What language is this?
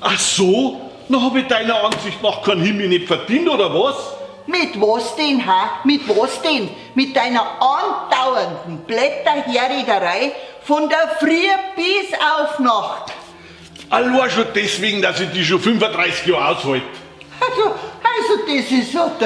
Bavarian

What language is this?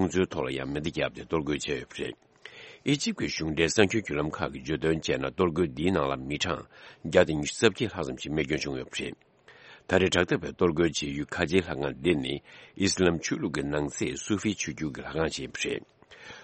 Tibetan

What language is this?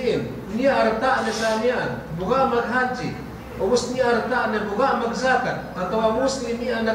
Yakan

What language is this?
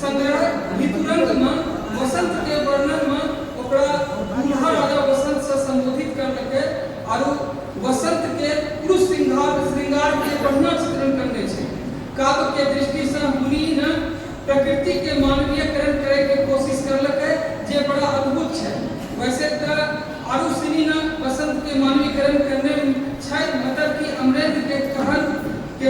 Angika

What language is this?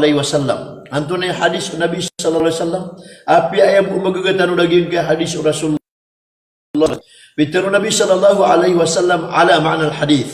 Maranao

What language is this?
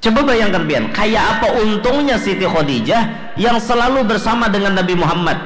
Banjar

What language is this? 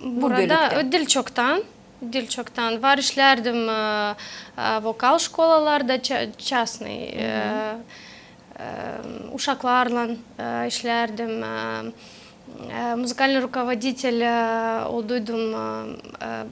Gagauz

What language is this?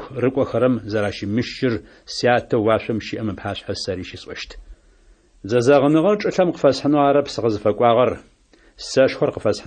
Adyghe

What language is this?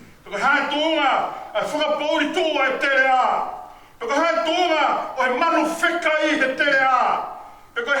Tongan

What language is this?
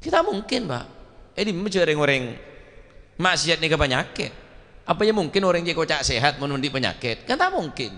Madurese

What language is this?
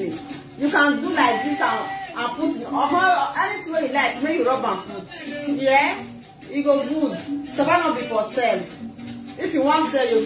Nigerian Pidgin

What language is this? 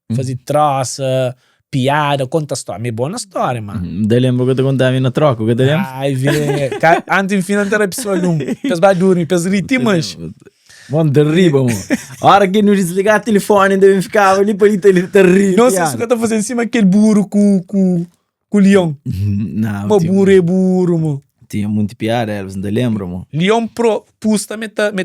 Kabuverdianu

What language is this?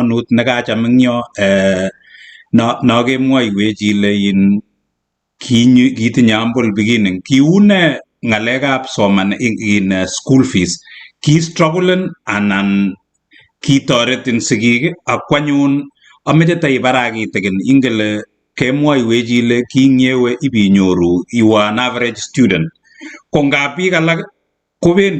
Kalenjin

